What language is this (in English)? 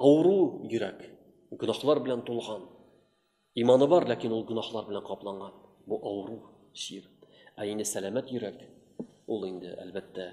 Tatar